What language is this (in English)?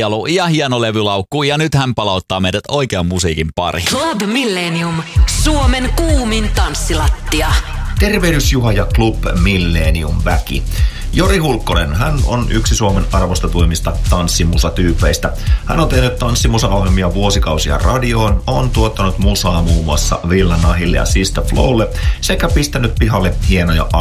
Finnish